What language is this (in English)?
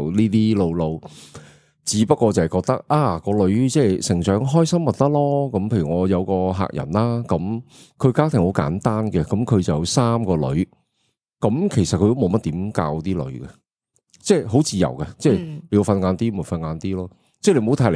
Cantonese